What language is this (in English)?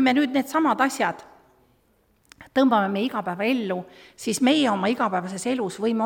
Estonian